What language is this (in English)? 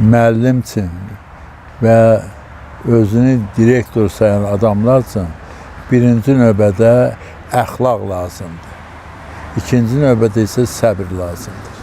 Azerbaijani